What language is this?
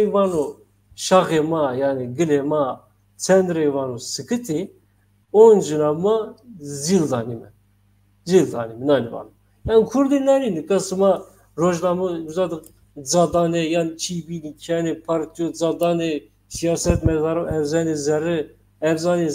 Zaza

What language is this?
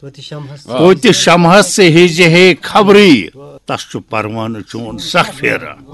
Kashmiri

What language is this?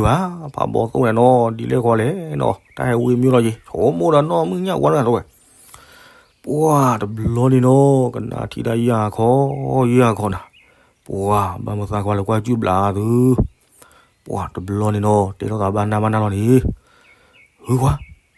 S'gaw Karen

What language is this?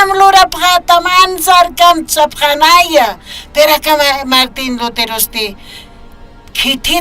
Aymara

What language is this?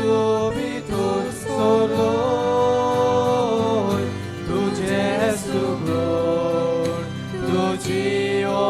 Konkani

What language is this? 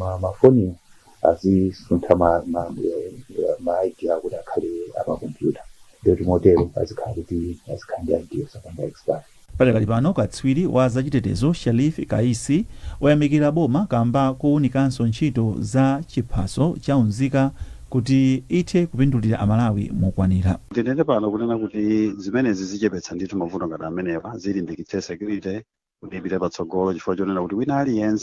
Nyanja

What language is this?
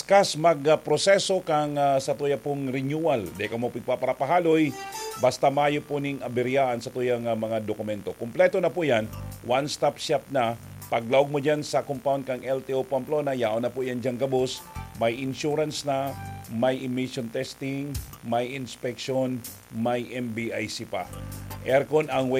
Bikol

